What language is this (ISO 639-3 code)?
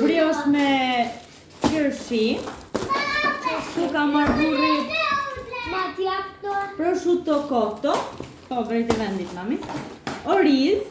sqi